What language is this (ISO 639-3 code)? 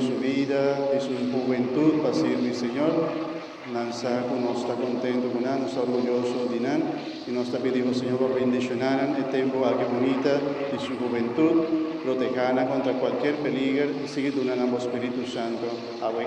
pap